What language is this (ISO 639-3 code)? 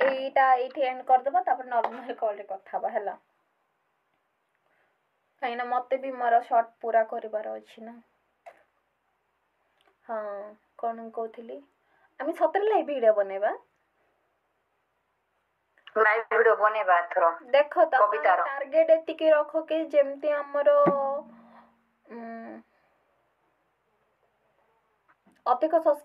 ori